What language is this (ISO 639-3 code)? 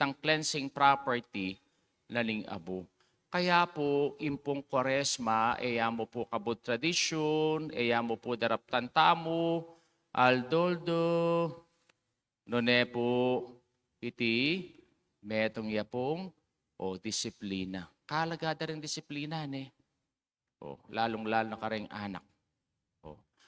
pam